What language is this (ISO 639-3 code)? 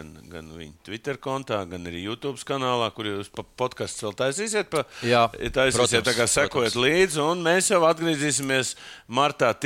lav